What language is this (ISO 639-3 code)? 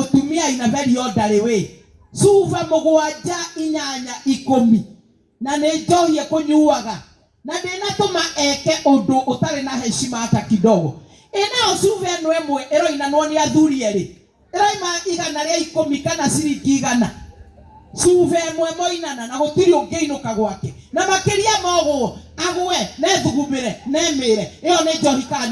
kik